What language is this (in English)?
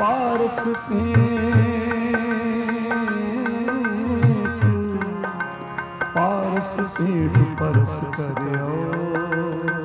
Punjabi